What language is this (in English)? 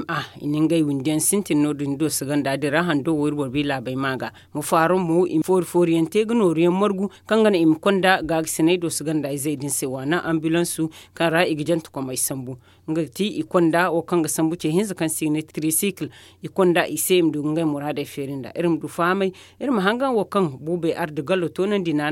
Zarma